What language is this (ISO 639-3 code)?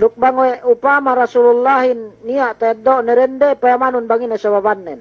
yka